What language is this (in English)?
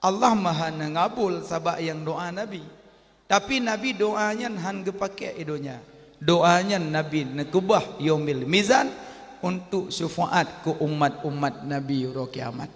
Achinese